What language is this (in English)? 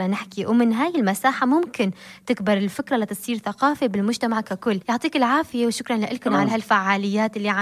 North Levantine Arabic